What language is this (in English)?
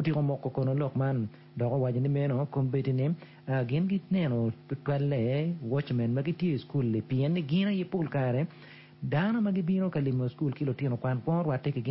Acoli